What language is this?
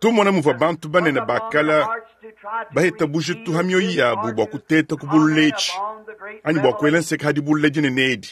Luba-Lulua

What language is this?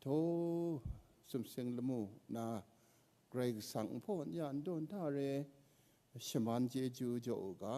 Kachin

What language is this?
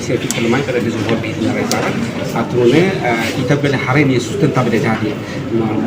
Tetum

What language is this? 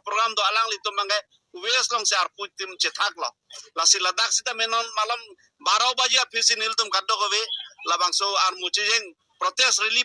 Karbi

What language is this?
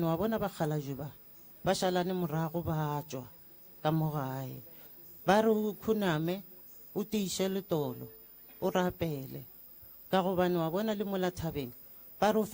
Northern Sotho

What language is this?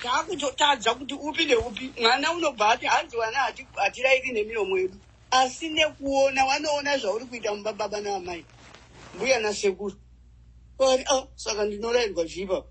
Shona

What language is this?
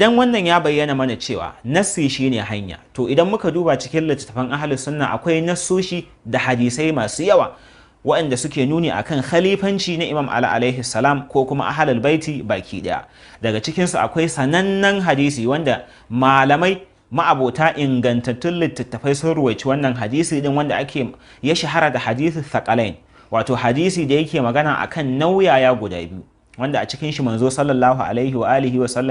Hausa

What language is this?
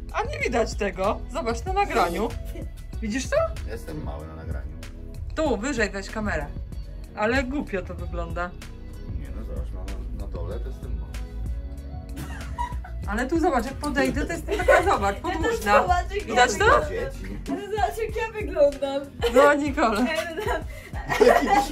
Polish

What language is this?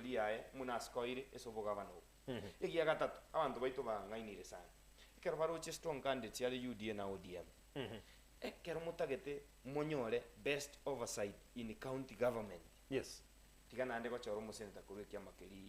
Gusii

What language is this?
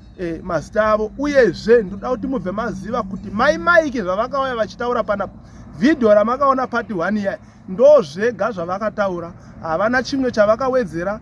Shona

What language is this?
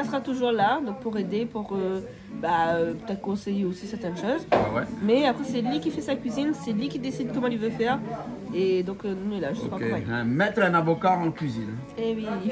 Réunion Creole French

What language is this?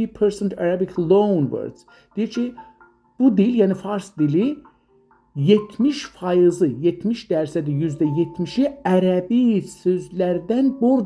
South Azerbaijani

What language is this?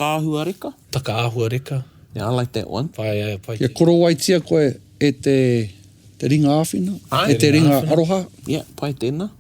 Māori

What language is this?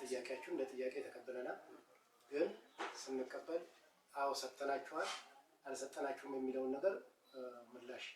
Amharic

